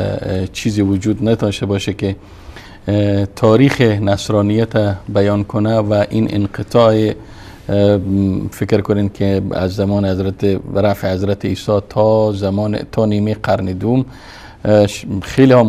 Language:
Persian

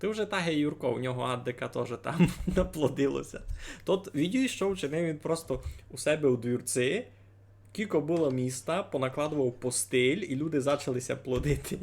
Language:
Rusyn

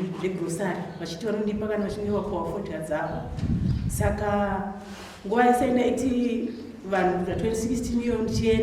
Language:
Shona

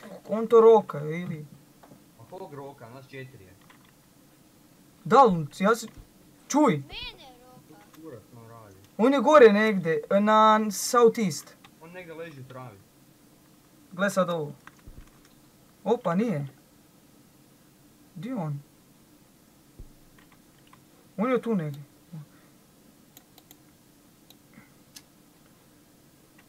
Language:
Croatian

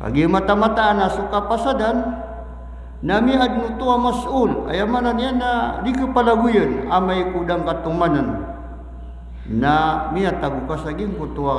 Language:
Maranao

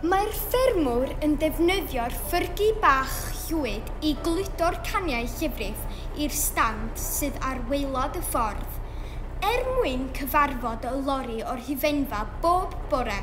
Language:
Welsh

